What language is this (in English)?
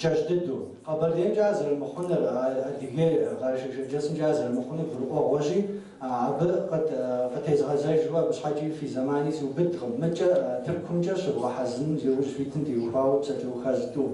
Kabardian